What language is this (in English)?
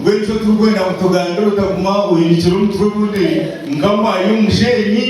Nyankole